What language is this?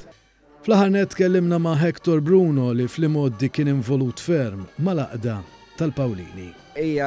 Maltese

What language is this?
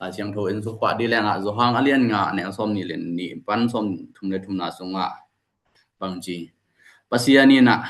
Tedim Chin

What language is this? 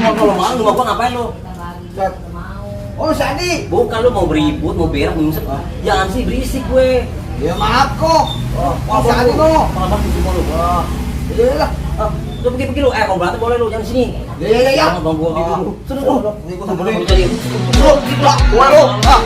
Betawi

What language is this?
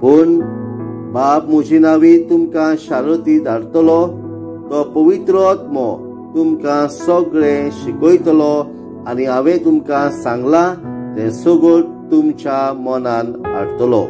Konkani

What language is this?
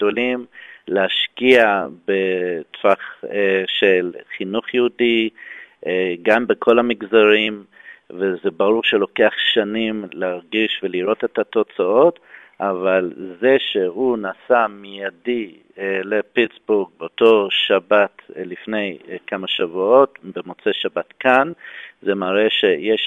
Hebrew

